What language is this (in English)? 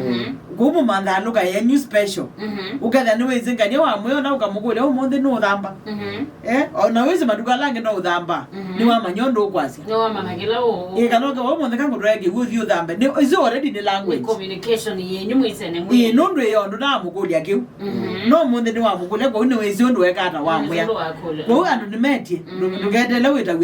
Kamba